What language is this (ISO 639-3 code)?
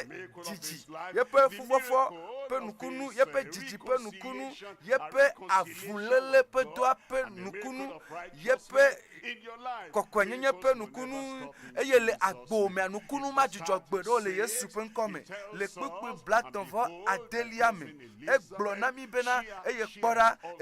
ewe